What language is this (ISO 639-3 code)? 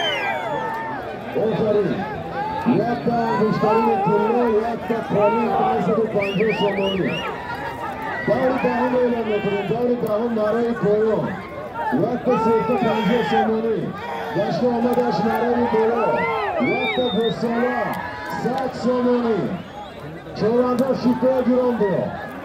tgk